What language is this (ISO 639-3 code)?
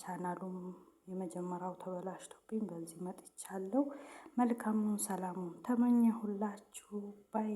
amh